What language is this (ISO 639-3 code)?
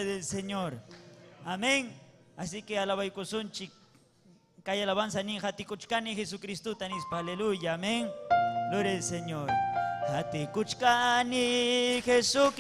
quy